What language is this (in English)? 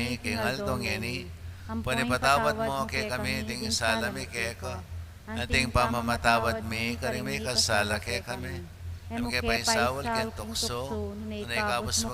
Pampanga